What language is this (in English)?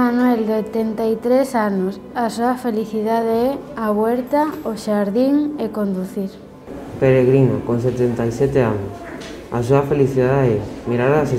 Galician